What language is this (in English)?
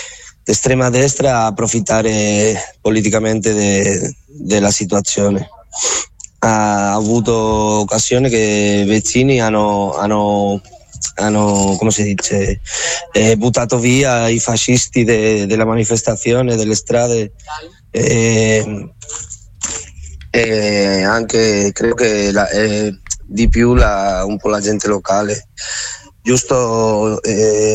Italian